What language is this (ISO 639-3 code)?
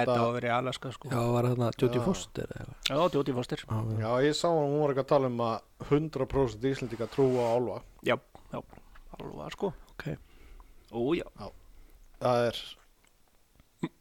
isl